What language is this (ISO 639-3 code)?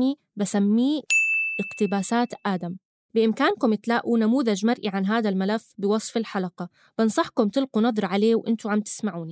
apc